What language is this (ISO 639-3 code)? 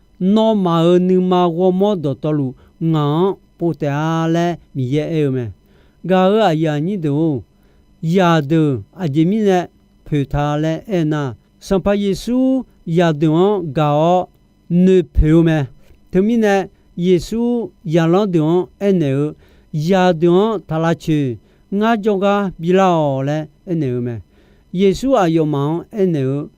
ahk